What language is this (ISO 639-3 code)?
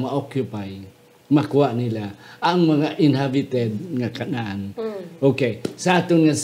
hil